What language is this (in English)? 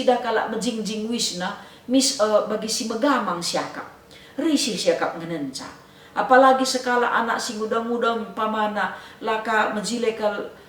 Batak Karo